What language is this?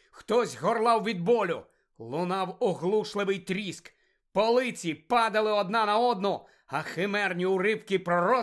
Ukrainian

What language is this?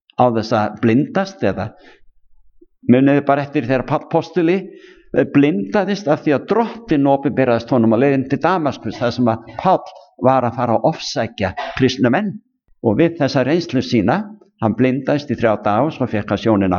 Icelandic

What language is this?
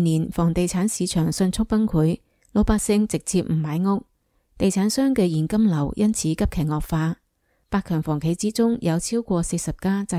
Cantonese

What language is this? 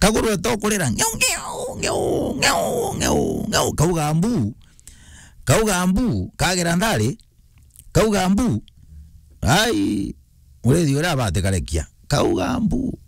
Meru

